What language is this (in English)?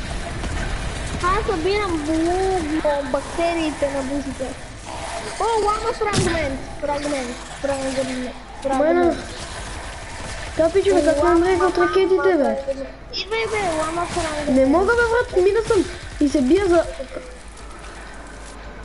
Bulgarian